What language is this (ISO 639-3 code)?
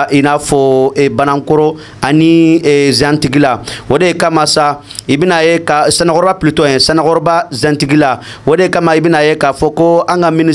bam